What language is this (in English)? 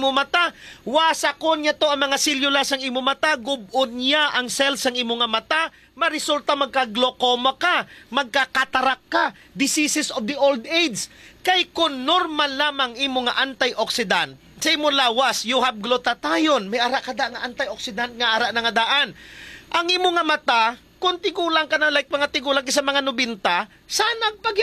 Hiligaynon